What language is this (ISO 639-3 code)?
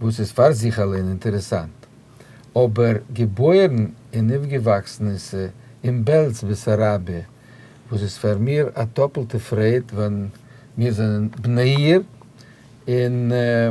yid